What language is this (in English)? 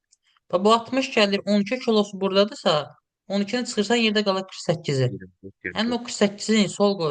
Azerbaijani